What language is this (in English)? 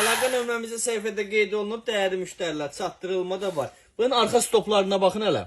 Azerbaijani